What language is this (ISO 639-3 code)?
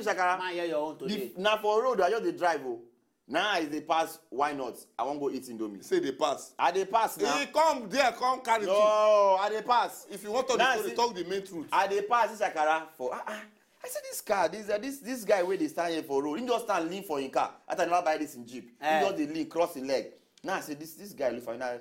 pcm